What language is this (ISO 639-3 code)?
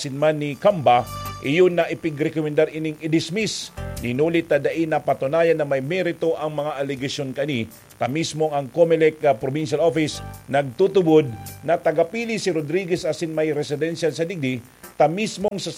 bik